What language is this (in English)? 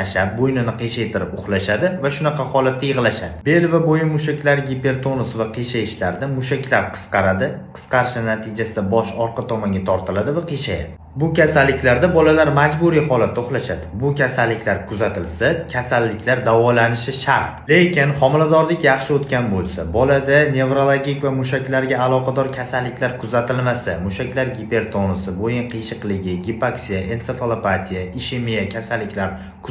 Uzbek